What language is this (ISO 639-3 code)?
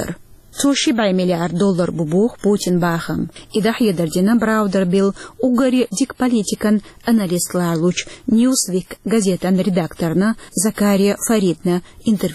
che